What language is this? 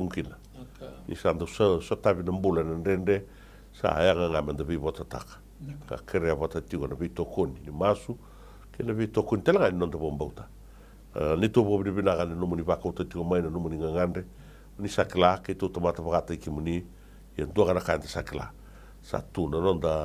Fijian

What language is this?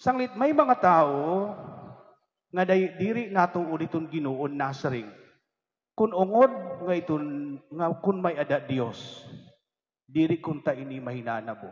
Waray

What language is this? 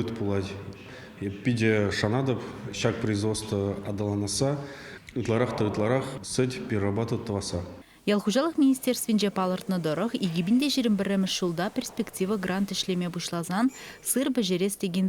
Chuvash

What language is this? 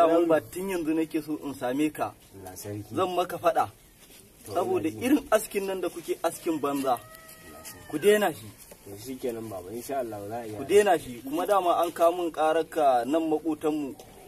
Hausa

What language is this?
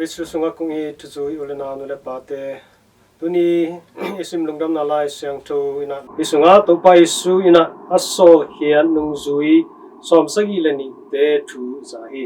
Tedim Chin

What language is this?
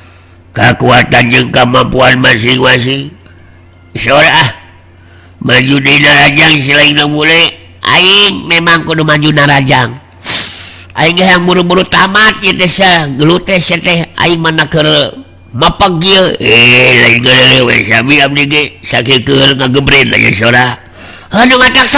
Sundanese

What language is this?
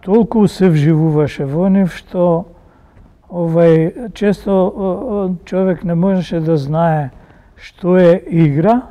Macedonian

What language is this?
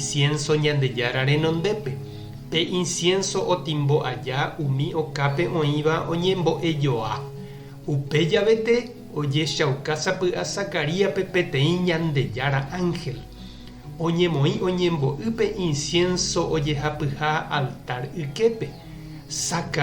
Guarani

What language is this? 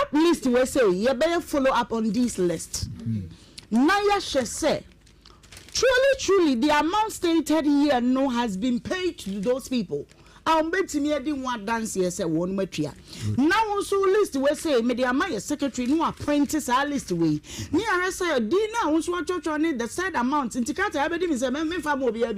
Akan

